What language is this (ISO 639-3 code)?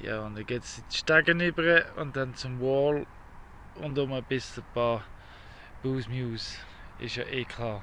gsw